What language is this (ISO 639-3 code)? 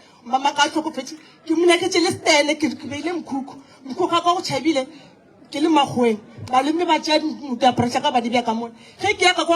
nso